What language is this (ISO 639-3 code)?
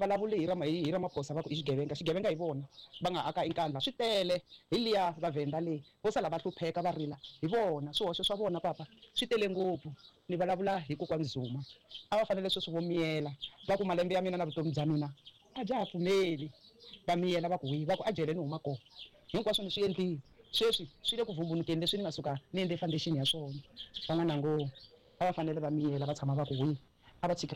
tso